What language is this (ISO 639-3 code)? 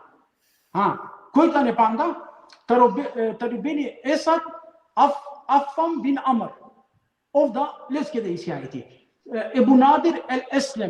rmn